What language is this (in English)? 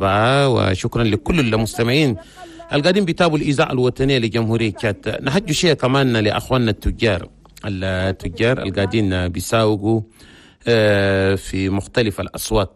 Chadian Arabic